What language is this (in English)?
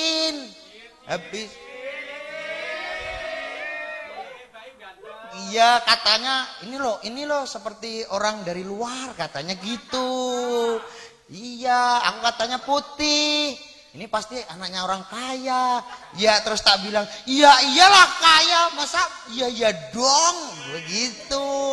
Indonesian